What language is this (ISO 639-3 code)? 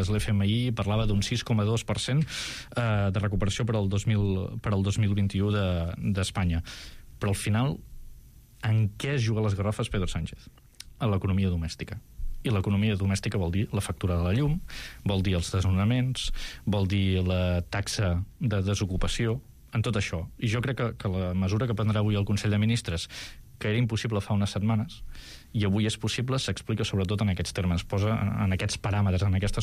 cat